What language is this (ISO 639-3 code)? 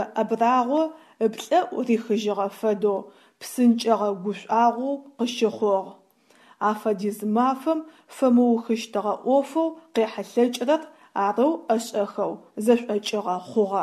ady